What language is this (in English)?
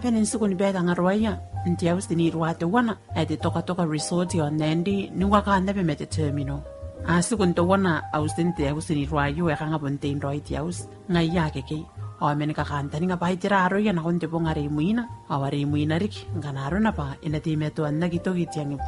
Gilbertese